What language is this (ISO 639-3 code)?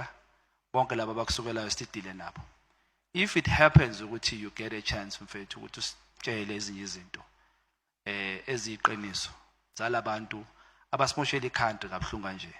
zul